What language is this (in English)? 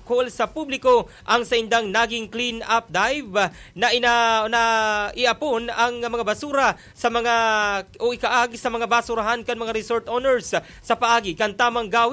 Bikol